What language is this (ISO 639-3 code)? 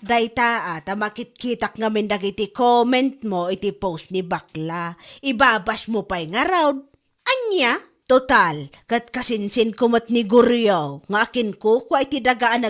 ilo